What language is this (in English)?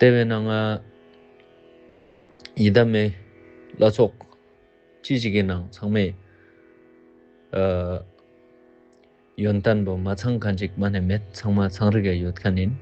Ladakhi